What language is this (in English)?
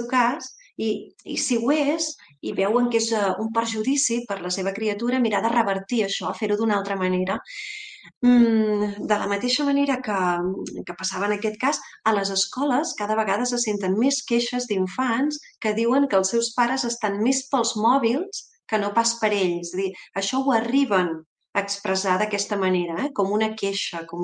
Catalan